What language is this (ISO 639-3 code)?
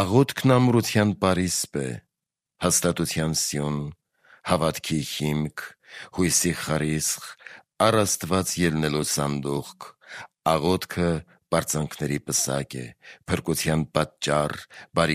hye